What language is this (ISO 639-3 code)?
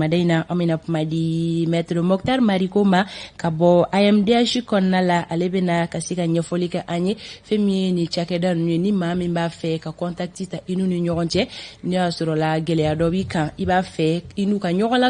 bam